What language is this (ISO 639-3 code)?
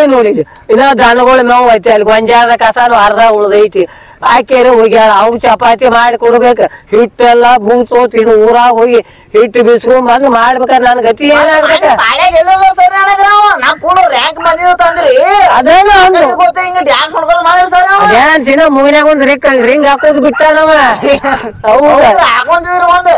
kan